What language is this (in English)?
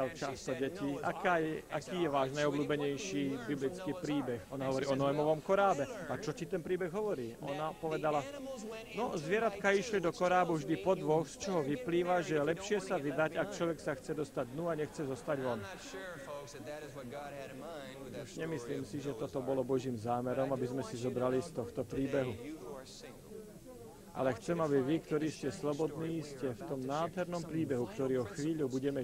Slovak